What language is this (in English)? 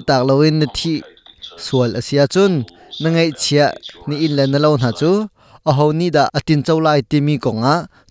Hakha Chin